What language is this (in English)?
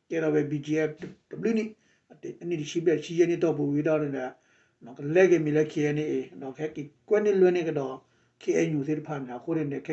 S'gaw Karen